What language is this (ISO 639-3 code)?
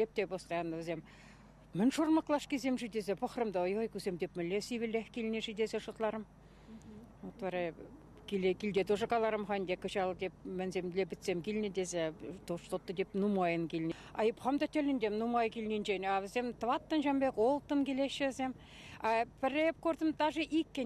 chv